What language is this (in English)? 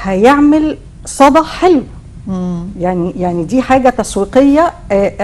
Egyptian Arabic